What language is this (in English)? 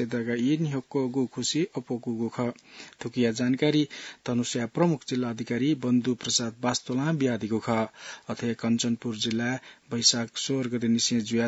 Newari